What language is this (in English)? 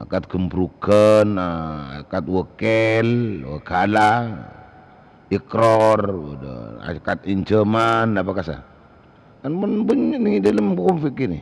Madurese